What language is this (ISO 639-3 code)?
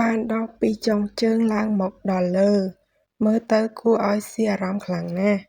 khm